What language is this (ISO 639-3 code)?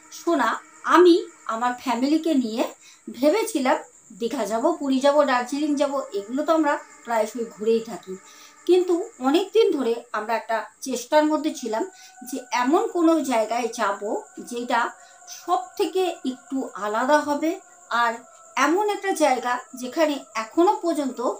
ben